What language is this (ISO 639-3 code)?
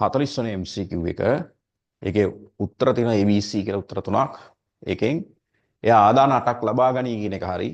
sin